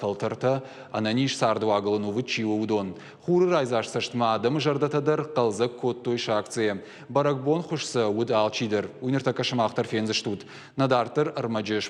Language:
Ossetic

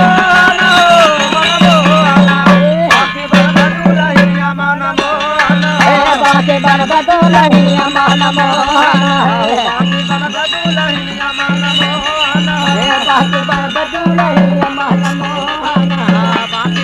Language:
Bhojpuri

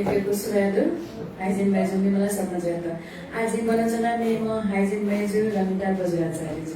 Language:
Newari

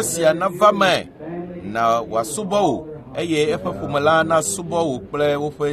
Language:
Ewe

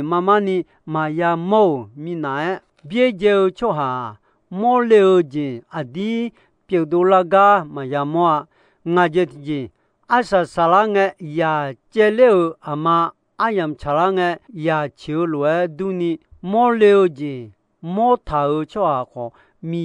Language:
Akha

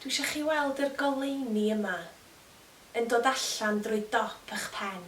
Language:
Welsh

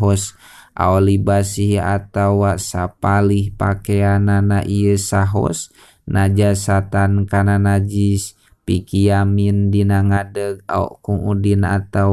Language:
Sundanese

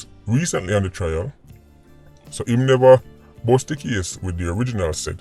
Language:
Jamaican Creole English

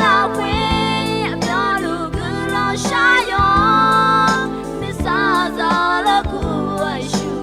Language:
Akha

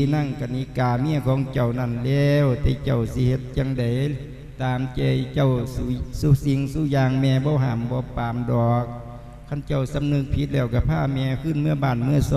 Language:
Lao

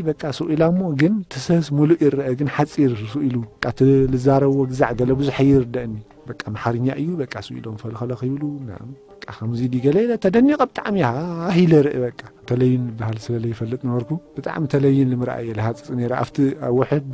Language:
Tigrinya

